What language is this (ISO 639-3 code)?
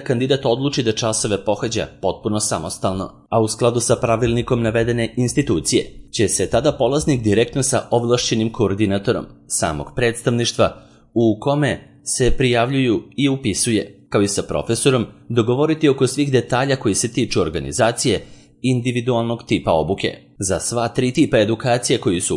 srp